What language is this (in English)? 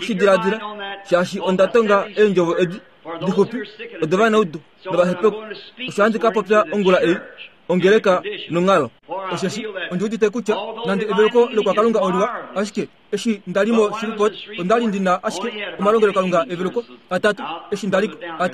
Kuanyama